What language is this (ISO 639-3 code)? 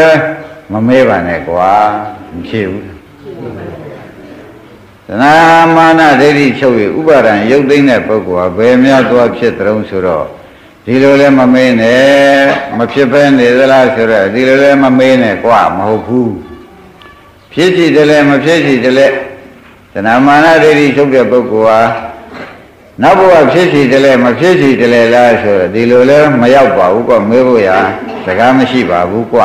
mya